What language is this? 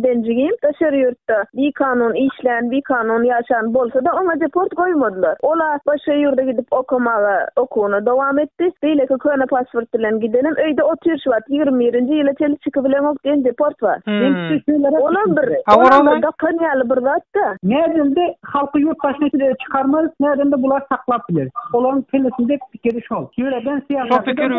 Turkmen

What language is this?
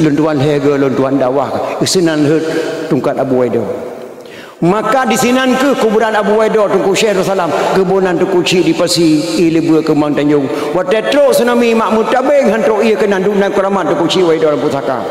Achinese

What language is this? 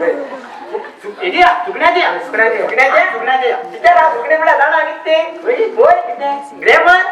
Konkani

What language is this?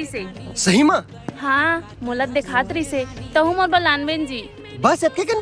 Chhattisgarhi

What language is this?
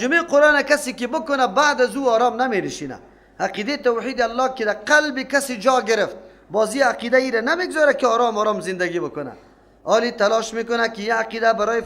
Persian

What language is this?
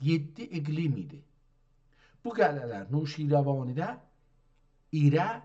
South Azerbaijani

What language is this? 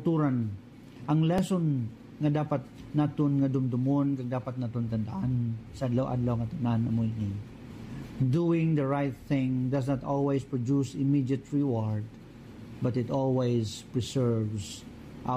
Hiligaynon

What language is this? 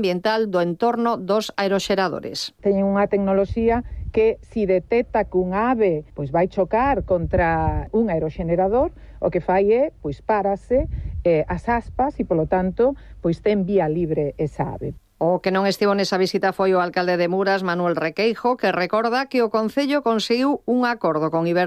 Galician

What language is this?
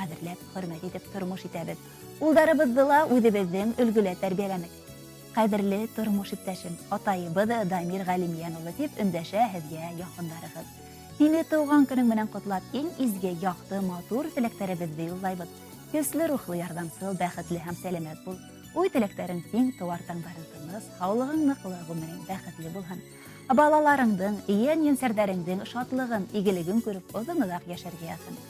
Bashkir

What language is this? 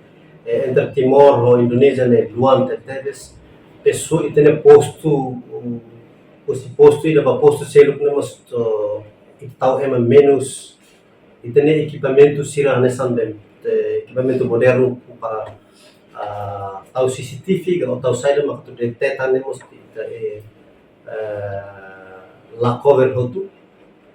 Tetum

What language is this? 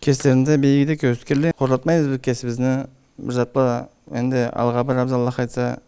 Karachay-Balkar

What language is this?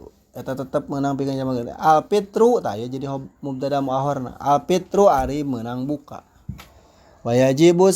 Sundanese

